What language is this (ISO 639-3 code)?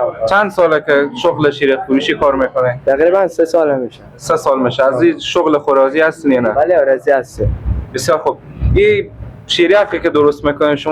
fas